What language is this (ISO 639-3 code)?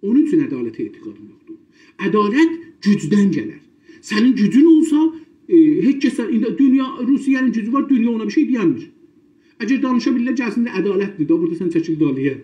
azb